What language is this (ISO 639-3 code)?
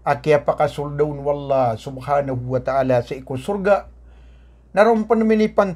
mrw